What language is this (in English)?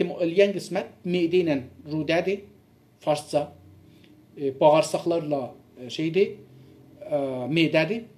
South Azerbaijani